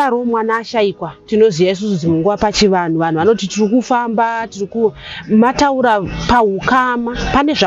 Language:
Shona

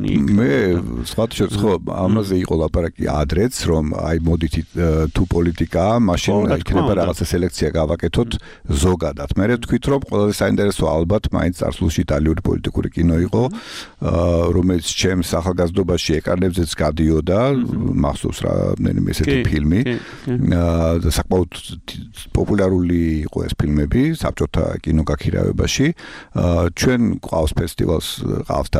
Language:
Georgian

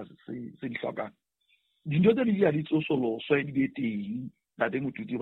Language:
Southern Sotho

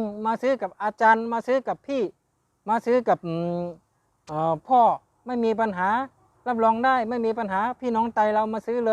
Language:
Shan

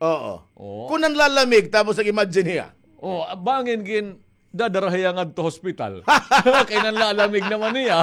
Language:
Waray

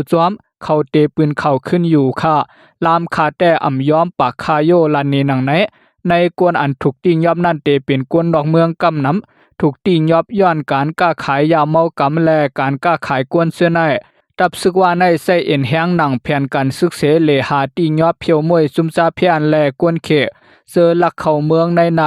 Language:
Shan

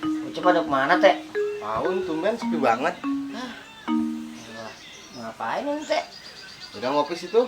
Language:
Betawi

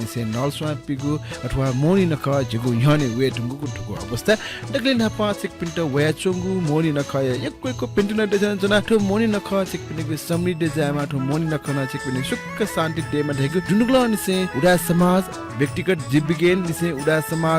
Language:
Newari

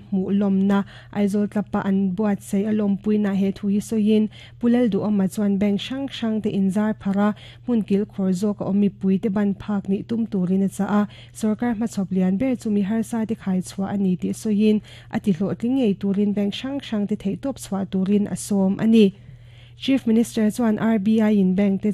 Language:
Mizo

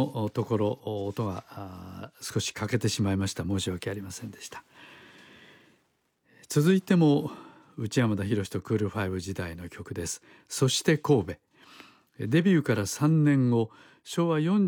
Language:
Japanese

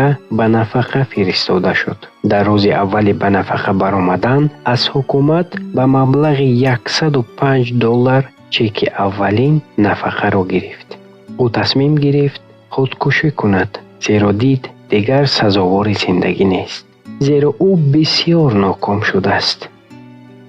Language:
Tajik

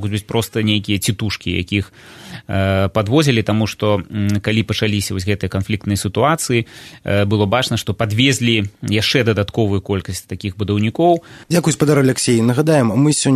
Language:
Belarusian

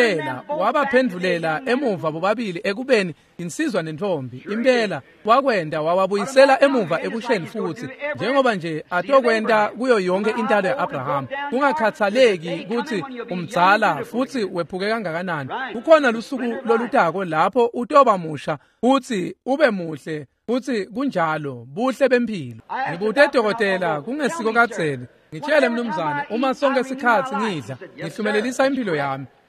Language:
Swati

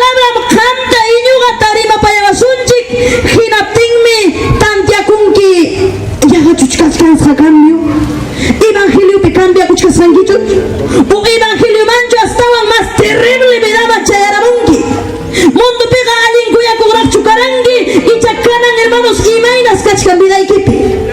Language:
Ayacucho Quechua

